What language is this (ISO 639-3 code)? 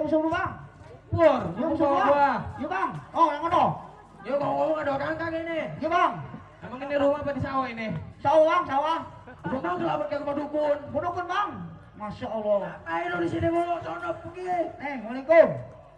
bew